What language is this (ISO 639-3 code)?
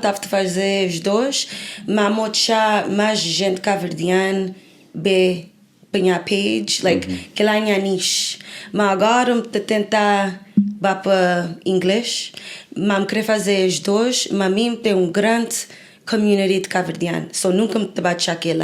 kea